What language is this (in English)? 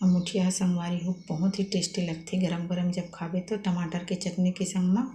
Chhattisgarhi